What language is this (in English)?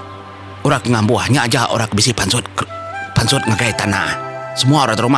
Iban